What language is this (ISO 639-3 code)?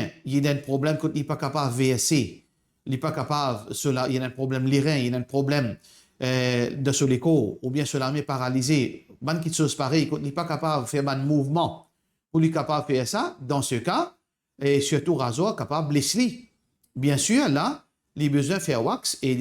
mfe